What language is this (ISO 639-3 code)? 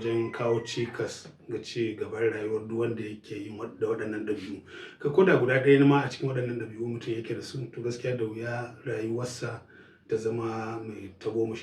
hau